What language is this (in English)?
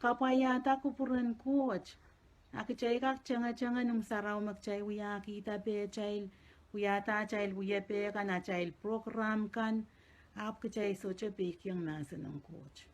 Pohnpeian